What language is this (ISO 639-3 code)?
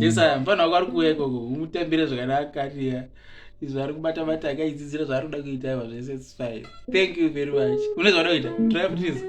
sna